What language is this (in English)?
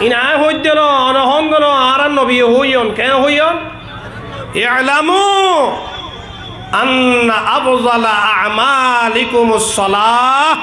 Rohingya